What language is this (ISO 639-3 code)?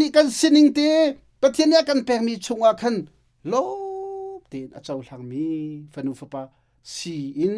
cnh